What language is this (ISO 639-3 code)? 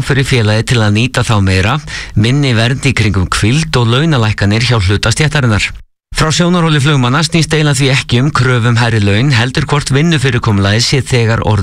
isl